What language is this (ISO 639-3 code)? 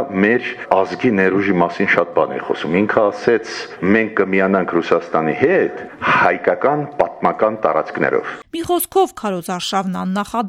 hye